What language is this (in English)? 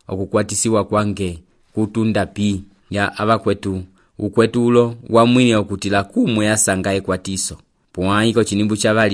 Umbundu